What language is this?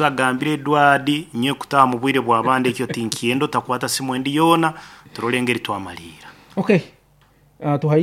Nyoro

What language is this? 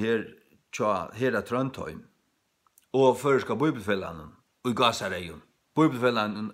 Faroese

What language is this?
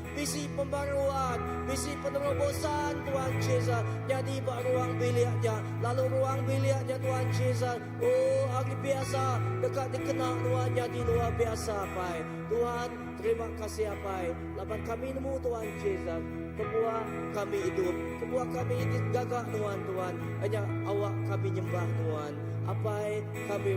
Iban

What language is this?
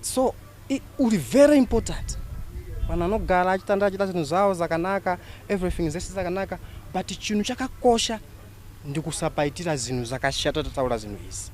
Shona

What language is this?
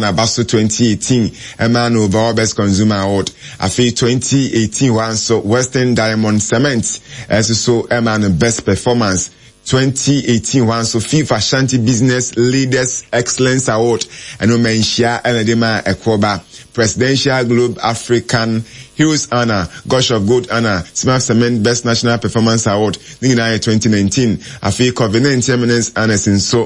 Akan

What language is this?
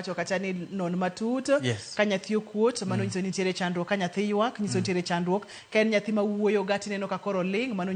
Luo (Kenya and Tanzania)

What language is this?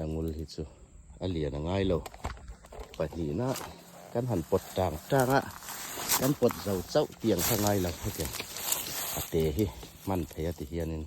Hmar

